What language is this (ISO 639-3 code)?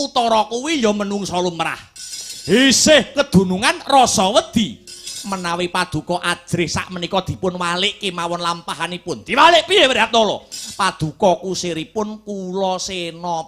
jav